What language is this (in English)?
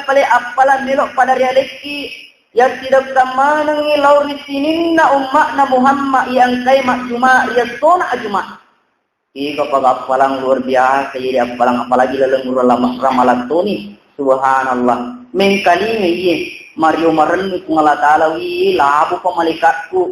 Buginese